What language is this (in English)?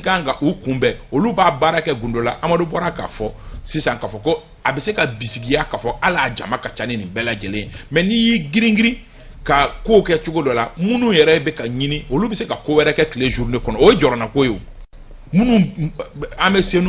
Bambara